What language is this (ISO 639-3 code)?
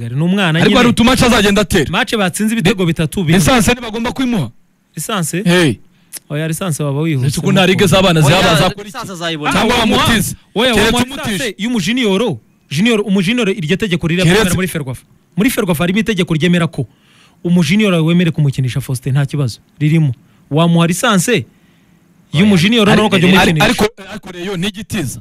kin